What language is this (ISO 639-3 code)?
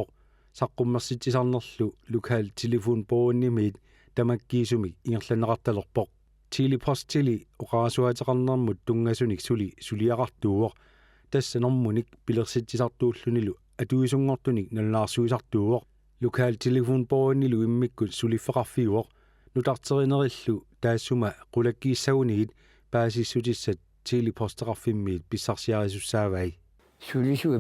kal